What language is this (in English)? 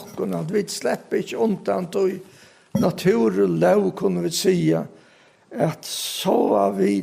Faroese